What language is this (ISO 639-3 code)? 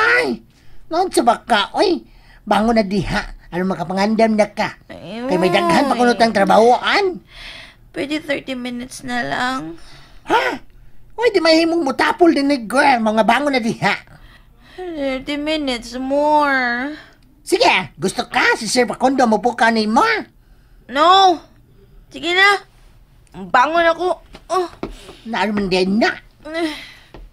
ceb